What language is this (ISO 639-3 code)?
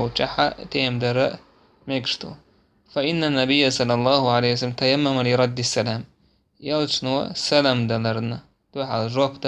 che